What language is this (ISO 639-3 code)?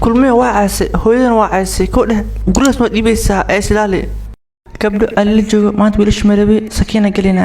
som